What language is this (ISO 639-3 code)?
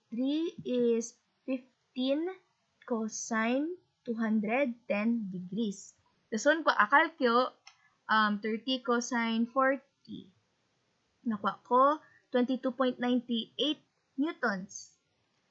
hil